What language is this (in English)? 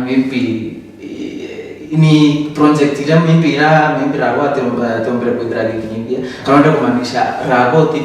Meru